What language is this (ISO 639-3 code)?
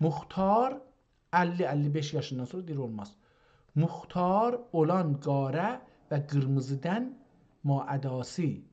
azb